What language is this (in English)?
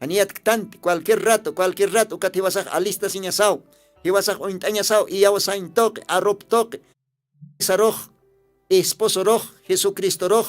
Aymara